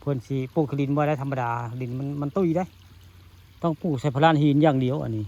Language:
Northeastern Thai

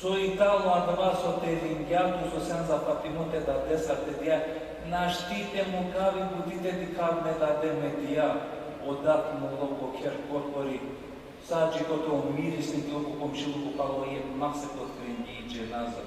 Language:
Balkan Romani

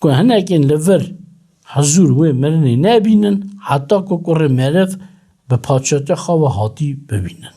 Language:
Kurdish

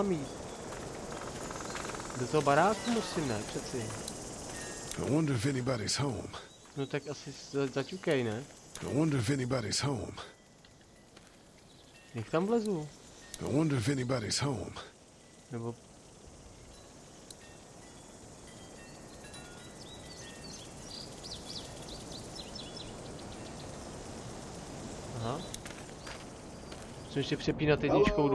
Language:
Czech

